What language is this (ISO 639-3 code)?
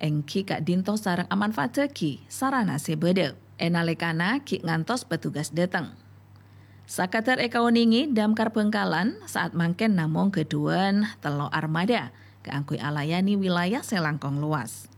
mad